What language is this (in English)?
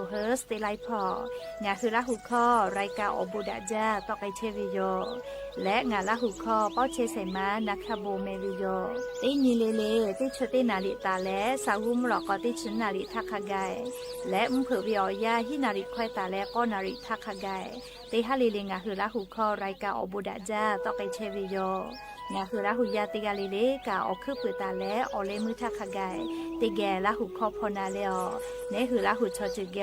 Lahu